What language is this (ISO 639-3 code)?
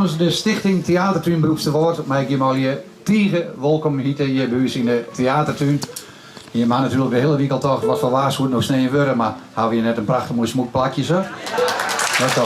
fry